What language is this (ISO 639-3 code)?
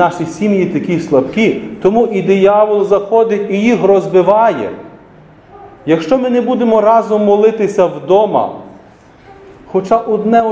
ukr